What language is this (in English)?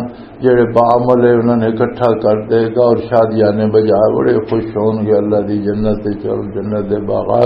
Western Panjabi